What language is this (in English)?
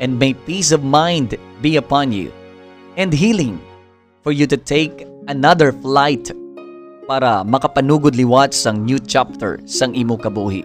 Hiligaynon